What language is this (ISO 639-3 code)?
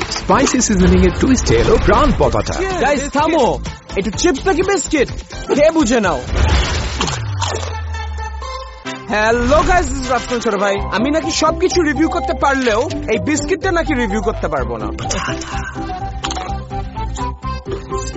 ben